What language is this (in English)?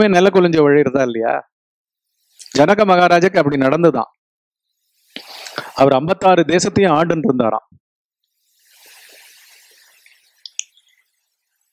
Tamil